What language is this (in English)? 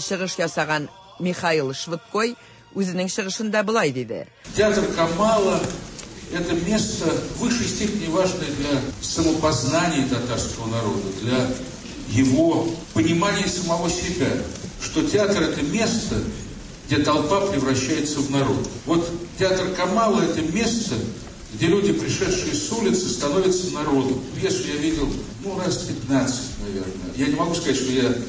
Tatar